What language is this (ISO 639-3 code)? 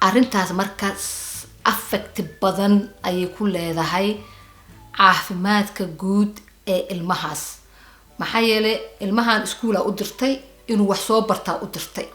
som